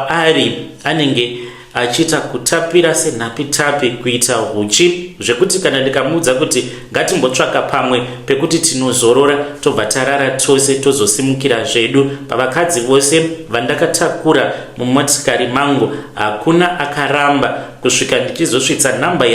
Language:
Shona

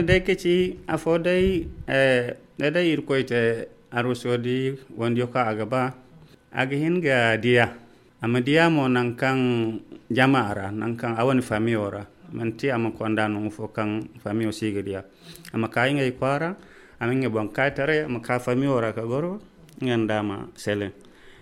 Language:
Zarma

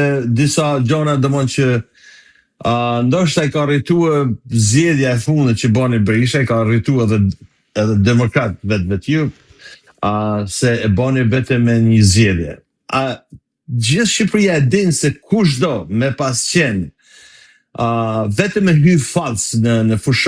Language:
Albanian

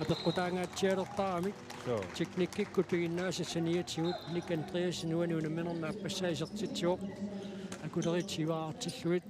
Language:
Kalaallisut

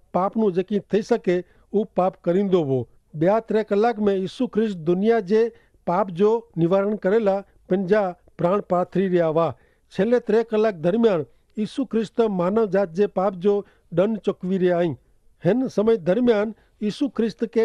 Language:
Kachhi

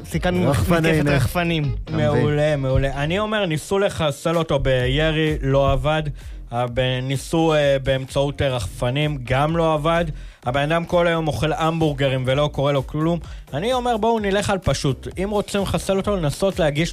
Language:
Hebrew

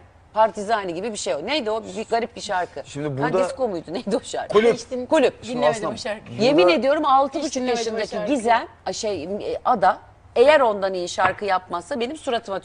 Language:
Turkish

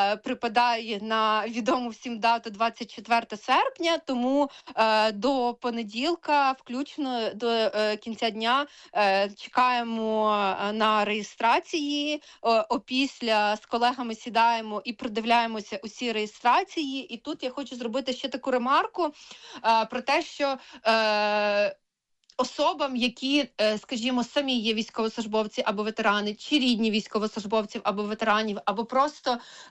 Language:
Ukrainian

